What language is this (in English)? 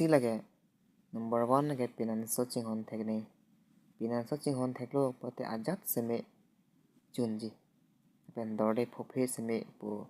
Karbi